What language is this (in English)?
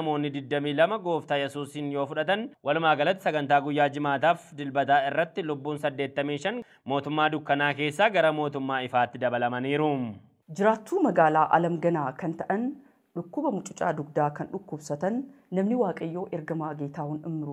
Oromo